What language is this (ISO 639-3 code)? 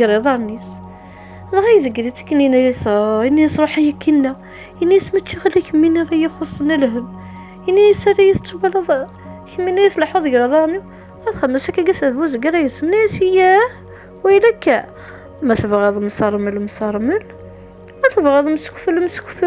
kab